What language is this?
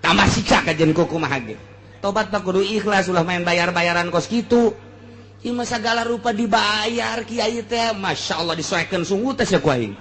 Sundanese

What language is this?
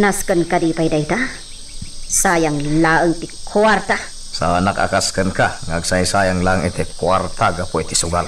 Iloko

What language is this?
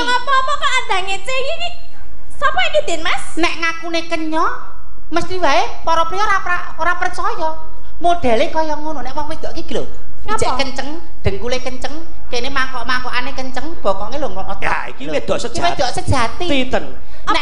Javanese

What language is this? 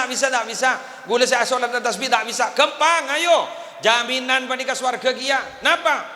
Madurese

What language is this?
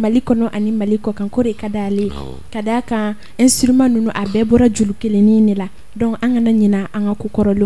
Bambara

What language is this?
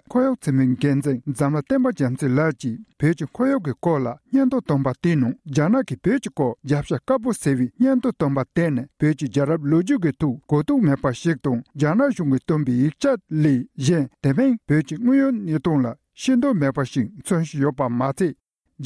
Tibetan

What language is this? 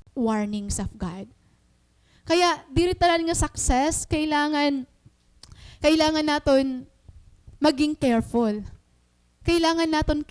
Waray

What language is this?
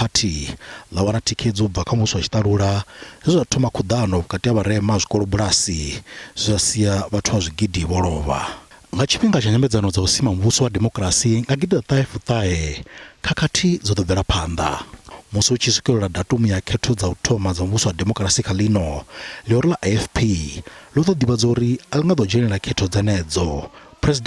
Venda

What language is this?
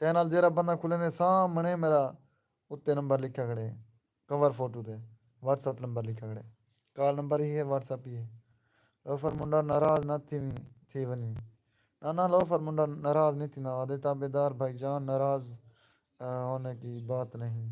Saraiki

